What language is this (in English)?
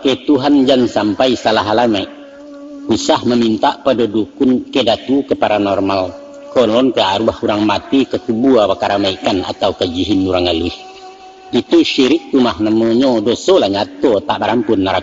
Minangkabau